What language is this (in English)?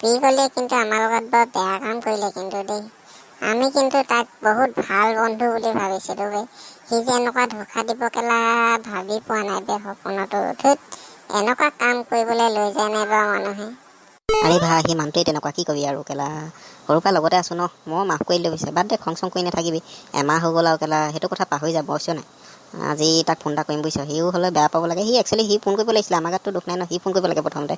Assamese